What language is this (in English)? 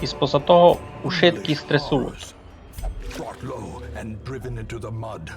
Rusyn